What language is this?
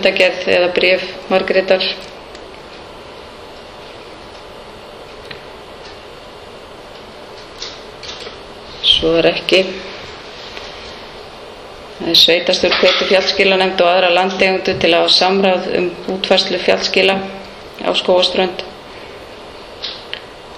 Icelandic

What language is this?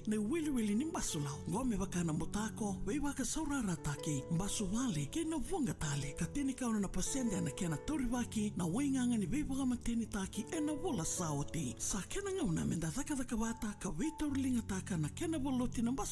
Fijian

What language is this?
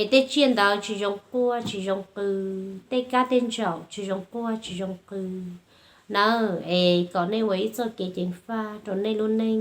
Hmong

